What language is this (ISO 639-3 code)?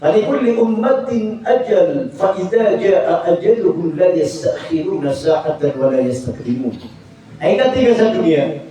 mrw